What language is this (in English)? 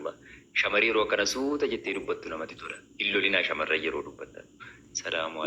Oromo